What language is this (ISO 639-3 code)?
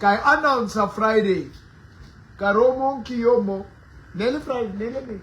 sot